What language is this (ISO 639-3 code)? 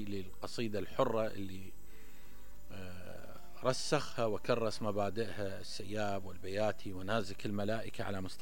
acm